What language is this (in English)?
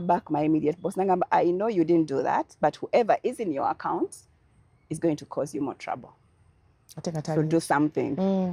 Ganda